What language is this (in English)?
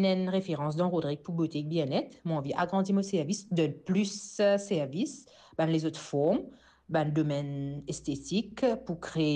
Morisyen